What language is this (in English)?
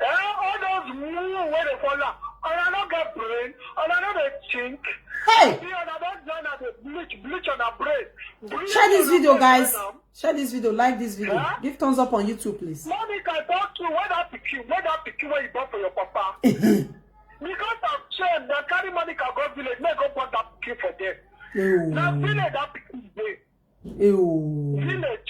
Nigerian Pidgin